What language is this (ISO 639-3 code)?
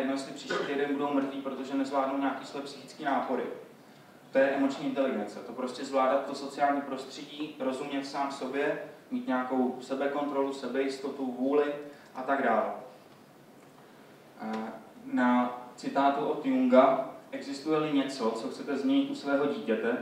ces